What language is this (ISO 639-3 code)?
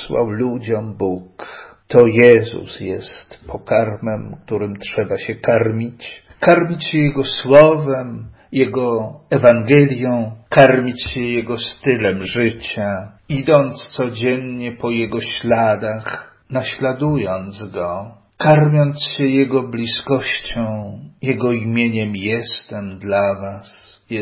pol